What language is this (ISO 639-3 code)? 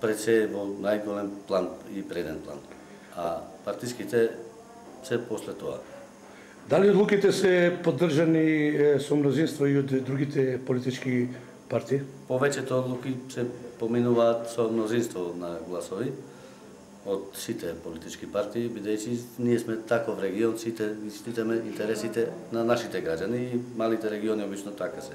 mkd